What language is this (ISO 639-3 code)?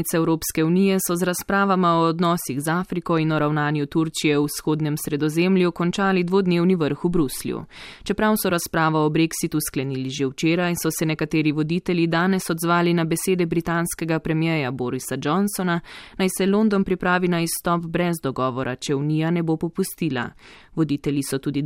slv